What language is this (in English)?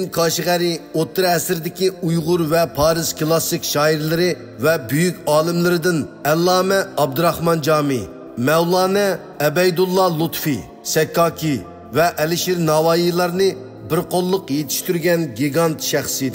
Uyghur